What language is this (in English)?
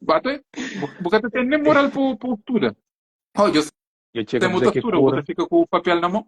Kabuverdianu